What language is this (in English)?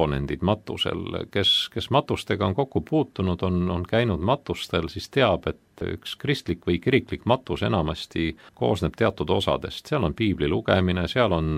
Estonian